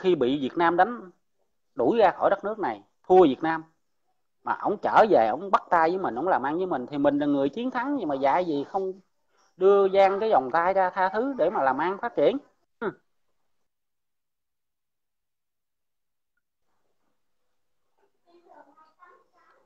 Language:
Vietnamese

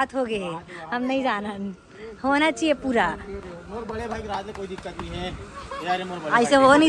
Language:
Chhattisgarhi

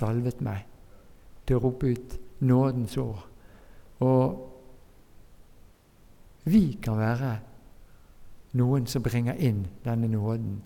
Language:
Norwegian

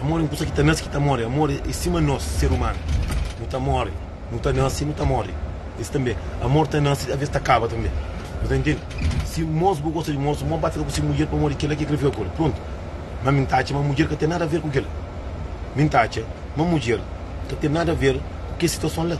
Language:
Kabuverdianu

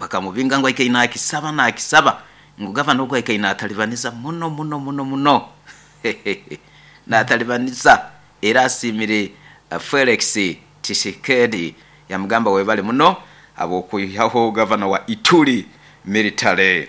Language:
Nyoro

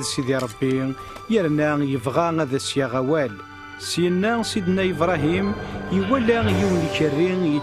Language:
Kabyle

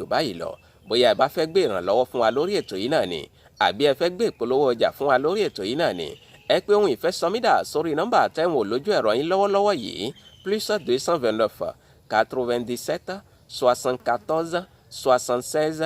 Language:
Yoruba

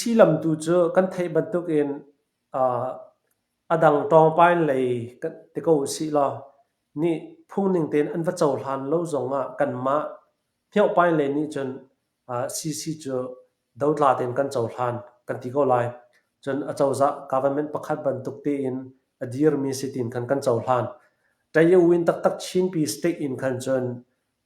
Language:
Hakha Chin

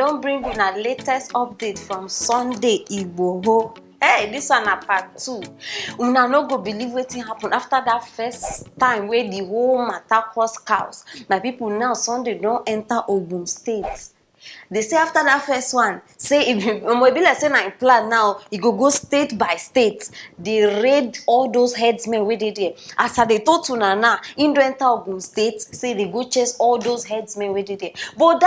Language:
Nigerian Pidgin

